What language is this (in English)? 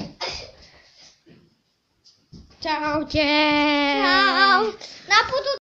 Slovak